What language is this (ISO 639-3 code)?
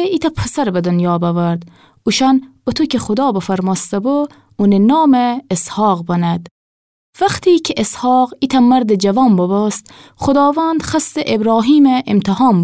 glk